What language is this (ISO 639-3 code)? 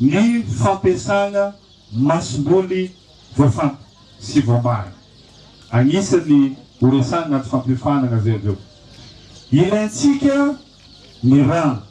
mlg